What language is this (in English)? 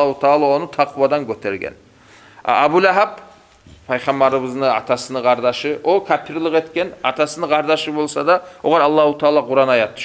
Kumyk